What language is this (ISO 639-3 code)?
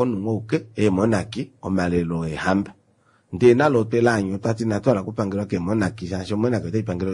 kua